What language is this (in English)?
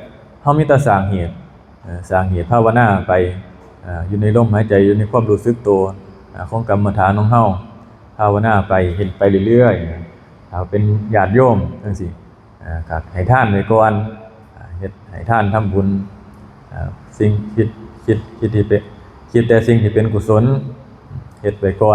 Northeastern Thai